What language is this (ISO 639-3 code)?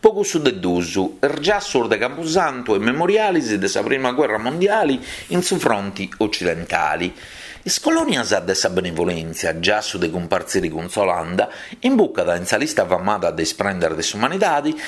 srd